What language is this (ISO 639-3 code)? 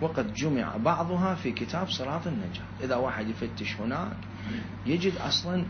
acm